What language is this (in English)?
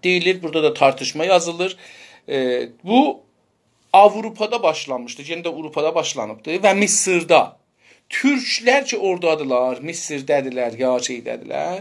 South Azerbaijani